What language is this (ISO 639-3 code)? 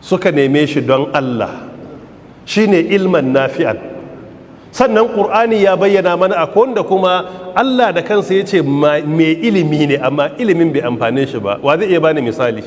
hau